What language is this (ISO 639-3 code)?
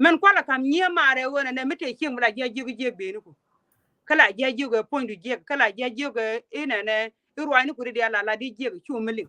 nus